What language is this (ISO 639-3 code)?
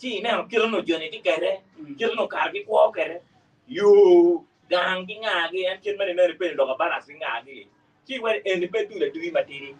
ach